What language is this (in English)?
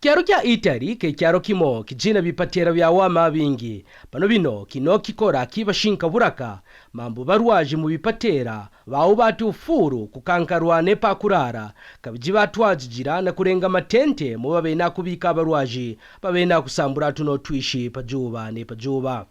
Kaonde